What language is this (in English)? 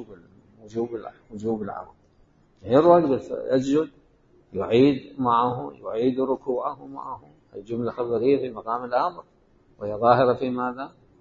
Mesopotamian Arabic